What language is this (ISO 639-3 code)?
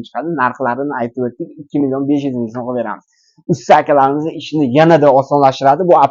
uzb